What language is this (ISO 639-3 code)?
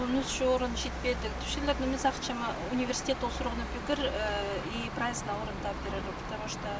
kjh